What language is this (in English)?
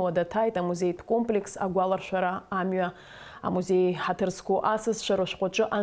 Abkhazian